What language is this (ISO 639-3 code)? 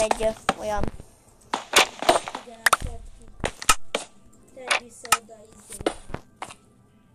hun